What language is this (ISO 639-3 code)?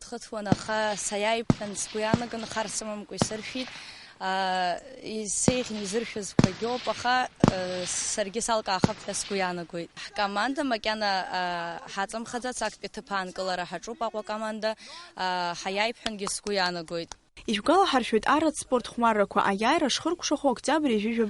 abk